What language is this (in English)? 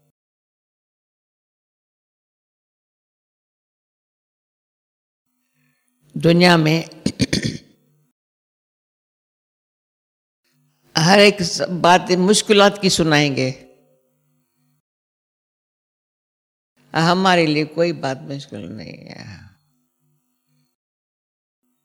Hindi